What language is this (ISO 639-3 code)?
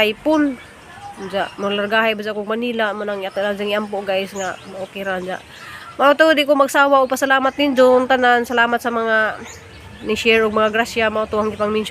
ceb